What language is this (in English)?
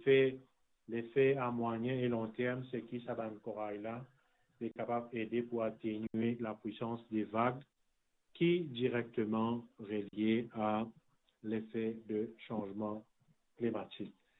Morisyen